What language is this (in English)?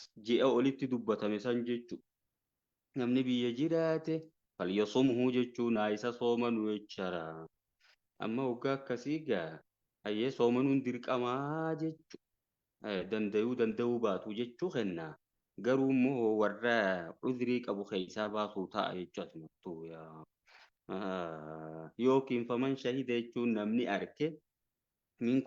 Oromo